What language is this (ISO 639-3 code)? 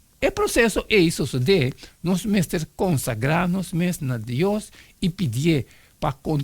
pap